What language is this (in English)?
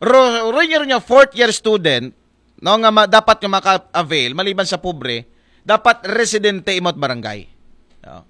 Aklanon